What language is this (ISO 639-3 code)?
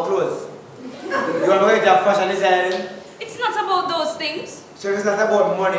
jam